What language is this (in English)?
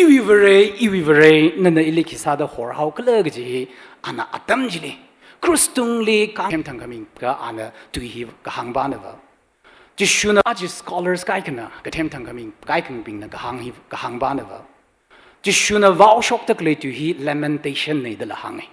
Tangkhul Naga (India)